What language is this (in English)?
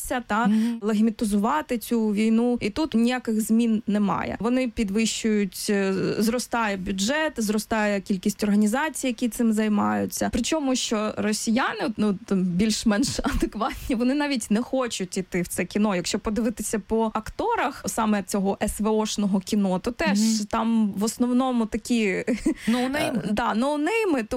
Ukrainian